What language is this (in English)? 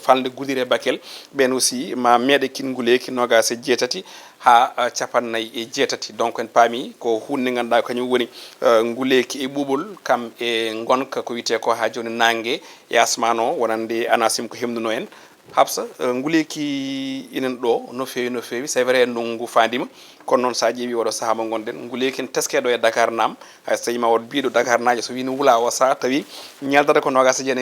Fula